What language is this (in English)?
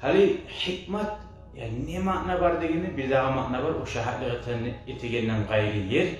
Kumyk